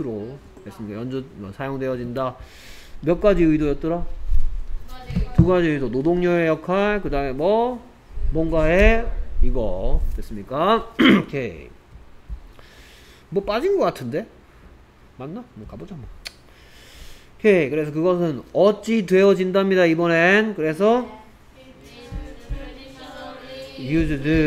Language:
Korean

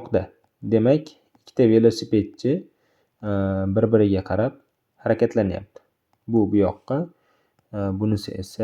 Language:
Uzbek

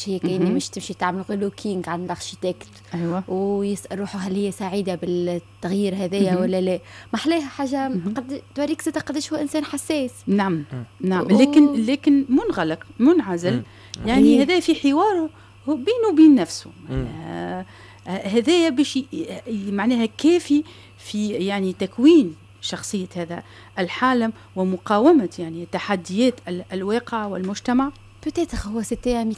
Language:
Tunisian Arabic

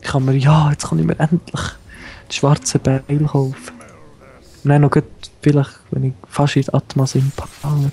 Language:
Swiss German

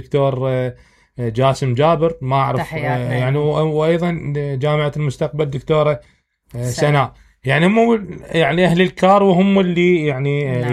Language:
Mesopotamian Arabic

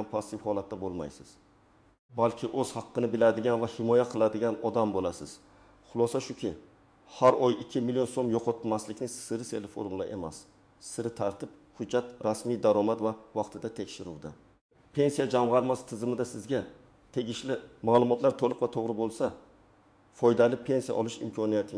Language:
Uzbek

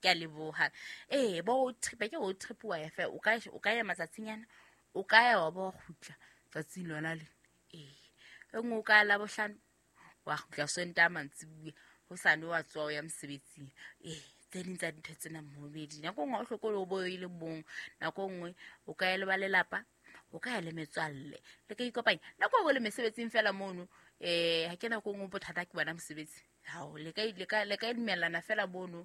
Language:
Southern Sotho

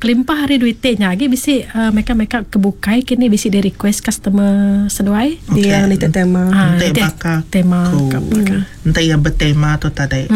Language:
Iban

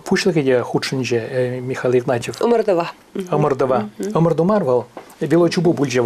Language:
Chuvash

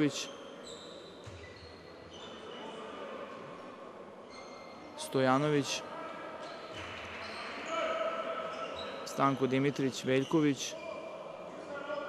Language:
Serbian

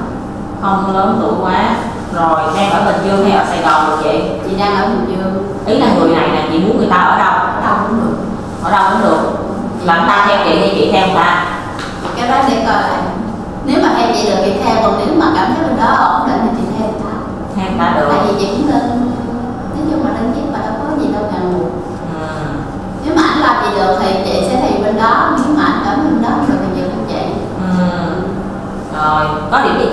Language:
Vietnamese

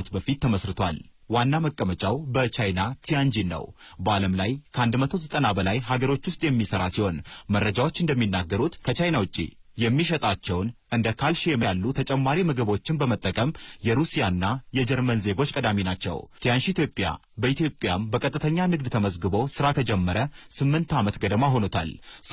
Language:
Amharic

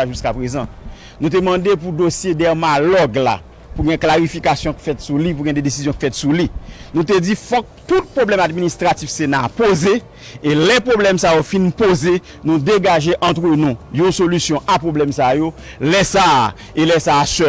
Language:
Haitian Creole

